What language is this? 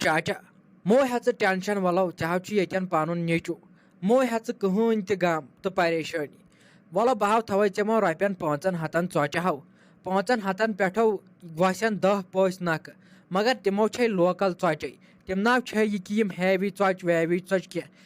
Kashmiri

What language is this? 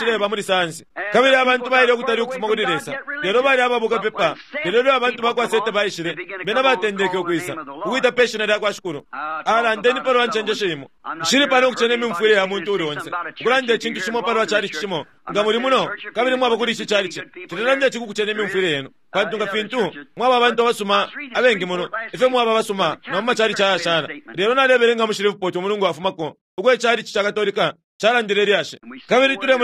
Bemba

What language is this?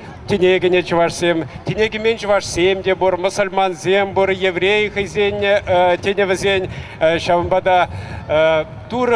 Chuvash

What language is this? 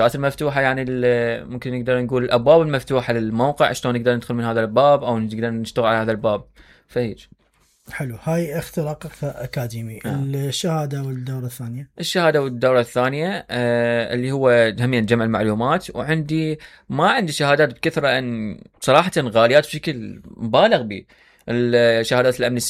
Mesopotamian Arabic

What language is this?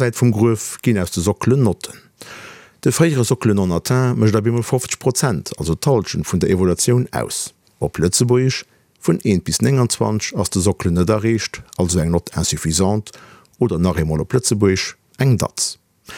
Luxembourgish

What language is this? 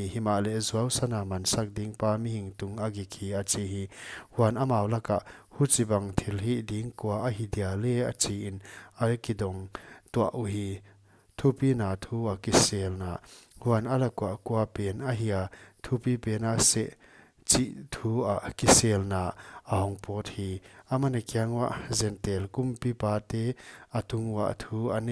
Paite Chin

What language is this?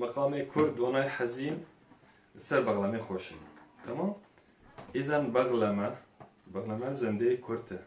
Kurdish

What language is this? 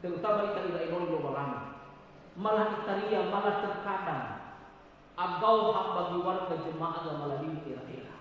Nias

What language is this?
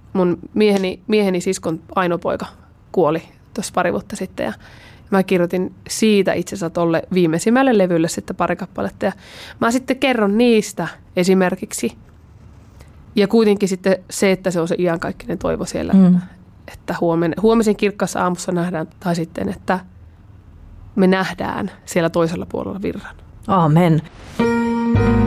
Finnish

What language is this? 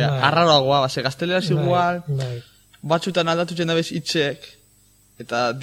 Basque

